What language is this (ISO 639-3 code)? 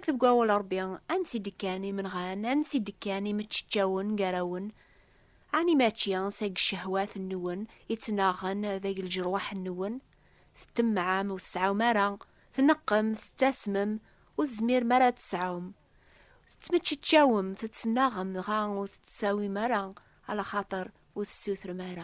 kab